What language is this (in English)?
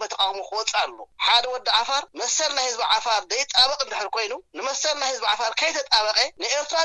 Tigrinya